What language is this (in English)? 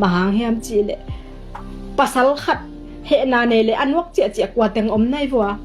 Tedim Chin